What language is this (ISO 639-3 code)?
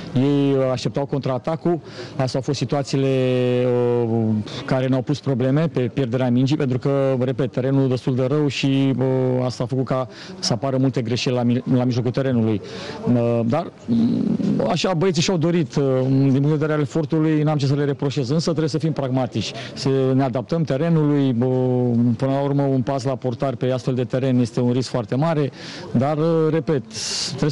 ron